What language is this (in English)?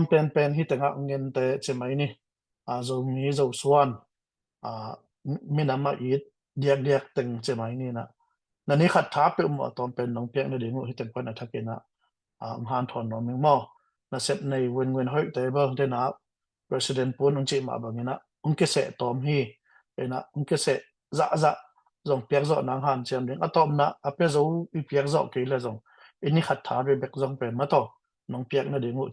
Tedim Chin